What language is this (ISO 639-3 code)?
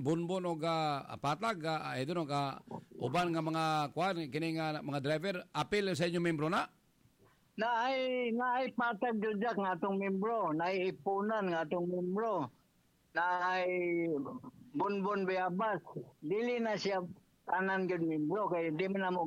ceb